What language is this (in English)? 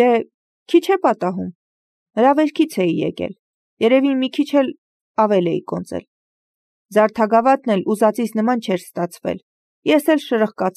Armenian